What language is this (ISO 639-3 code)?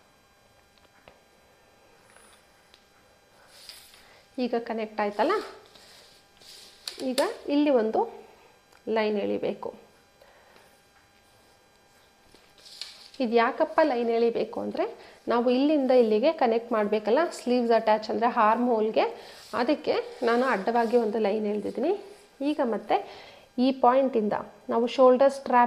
kan